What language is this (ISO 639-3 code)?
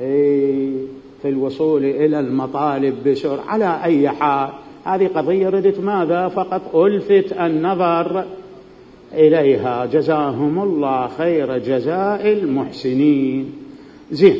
acm